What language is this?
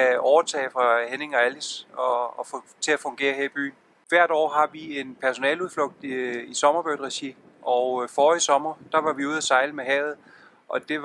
Danish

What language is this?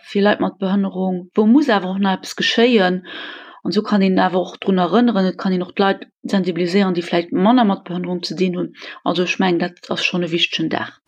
Luxembourgish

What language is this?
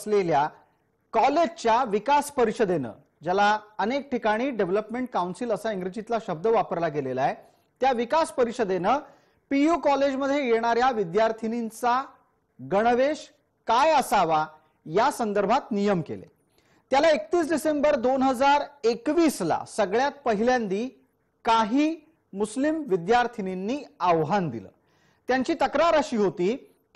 Marathi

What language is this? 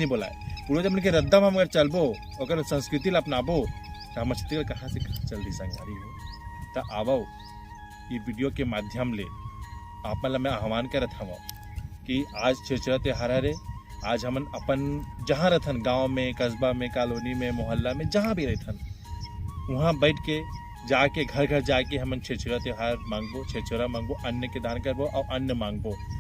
Chhattisgarhi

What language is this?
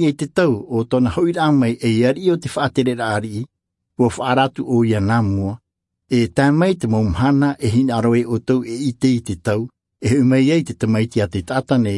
Tahitian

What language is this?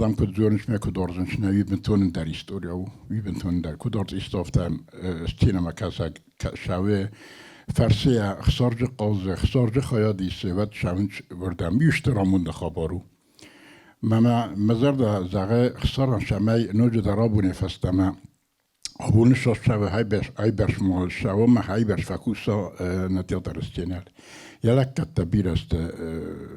Ossetic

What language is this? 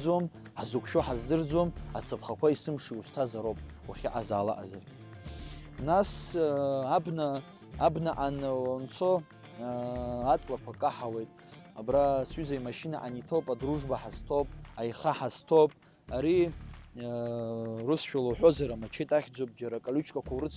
Abkhazian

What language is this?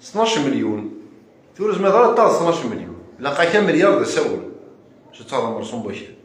Kabyle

